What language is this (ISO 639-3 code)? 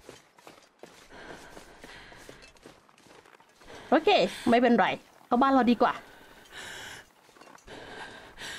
tha